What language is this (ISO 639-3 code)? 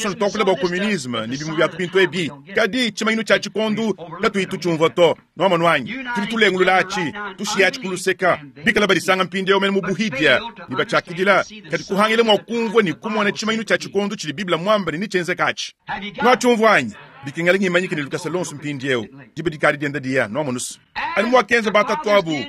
lua